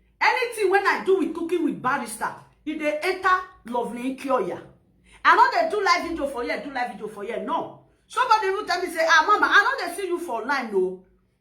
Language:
Nigerian Pidgin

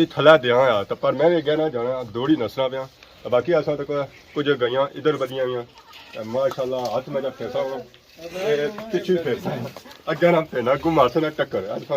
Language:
Pahari-Potwari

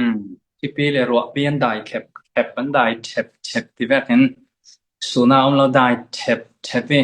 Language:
Falam Chin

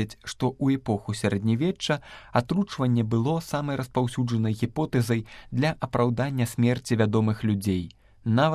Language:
Belarusian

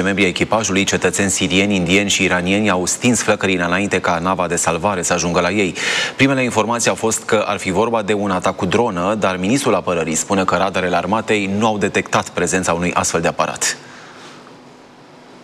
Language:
Romanian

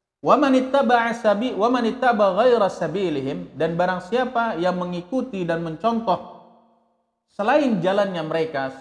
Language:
Indonesian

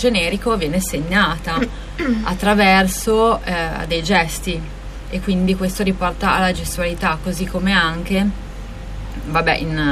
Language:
Italian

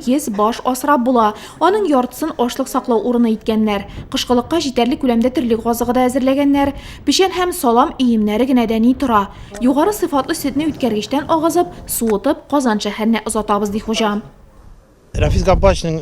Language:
Tatar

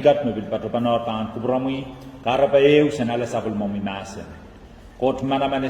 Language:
Pohnpeian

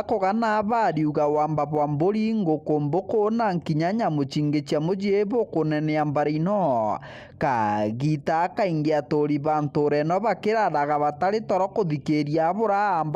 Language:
Meru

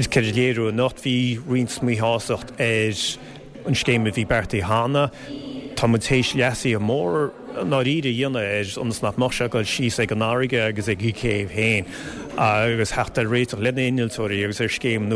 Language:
Irish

